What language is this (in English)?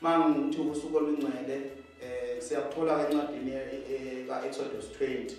Zulu